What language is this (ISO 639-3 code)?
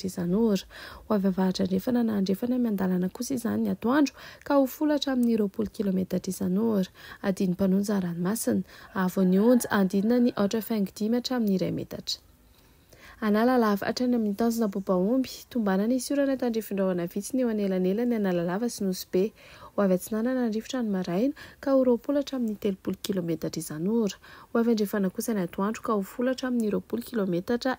mlg